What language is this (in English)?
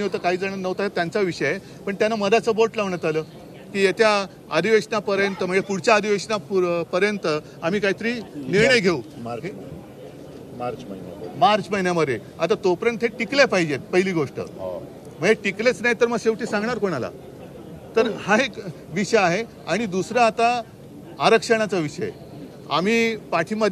Marathi